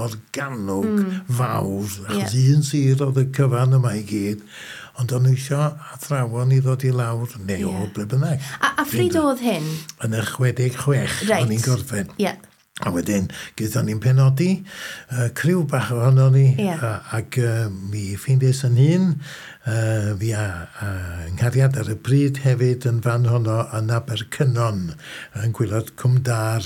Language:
Welsh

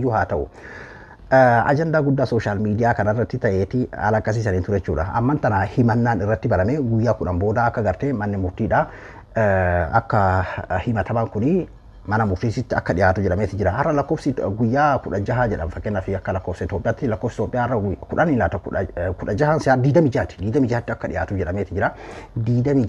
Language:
Oromo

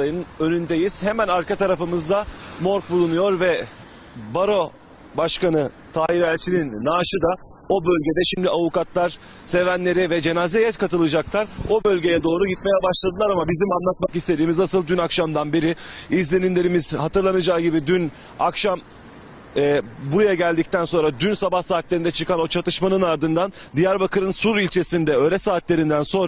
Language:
Turkish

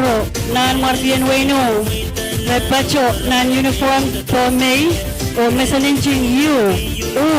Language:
Pohnpeian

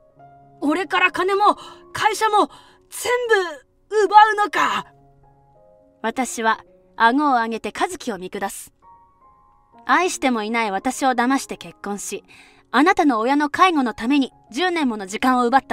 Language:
Japanese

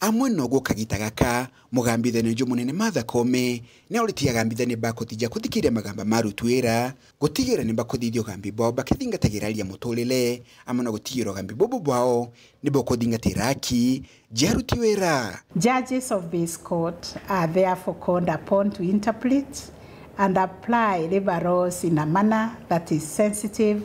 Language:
Meru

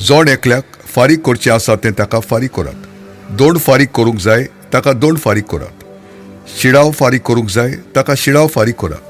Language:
Konkani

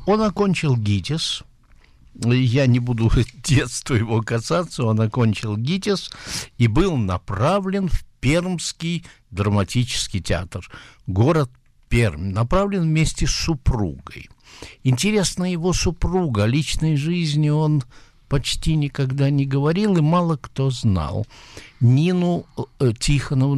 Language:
Russian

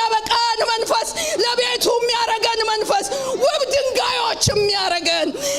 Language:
Amharic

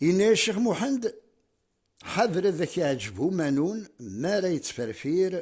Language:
Kabyle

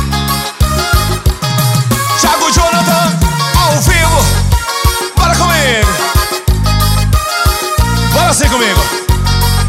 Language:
Portuguese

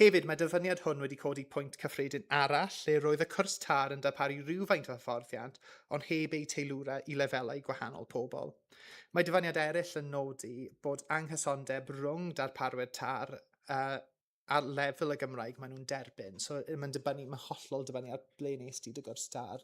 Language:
Welsh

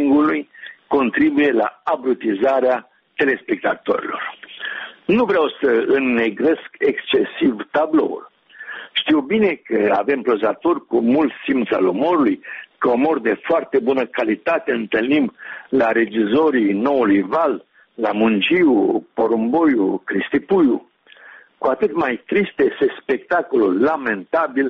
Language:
Romanian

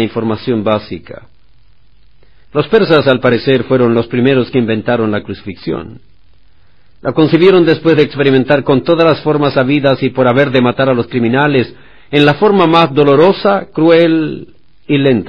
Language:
Spanish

